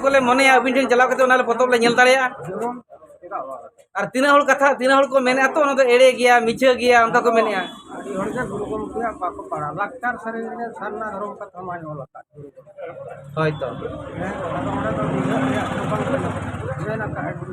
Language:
Santali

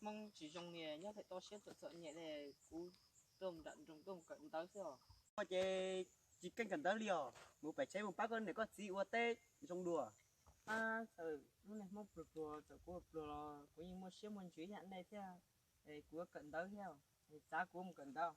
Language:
Hmong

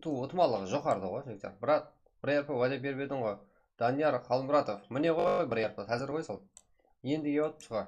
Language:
Kara-Kalpak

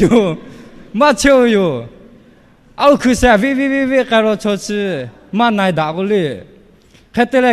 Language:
Lahu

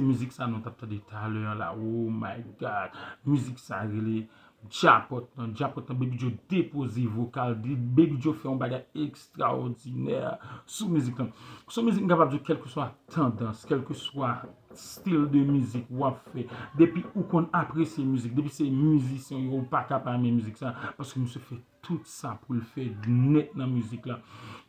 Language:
Haitian Creole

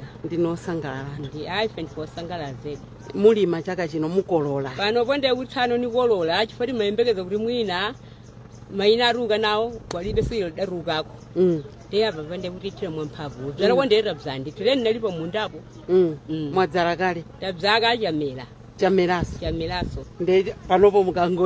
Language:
Nyanja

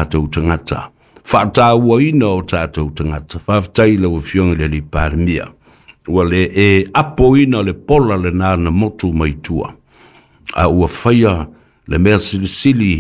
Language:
Samoan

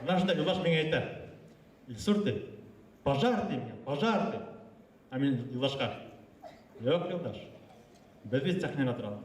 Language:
Bashkir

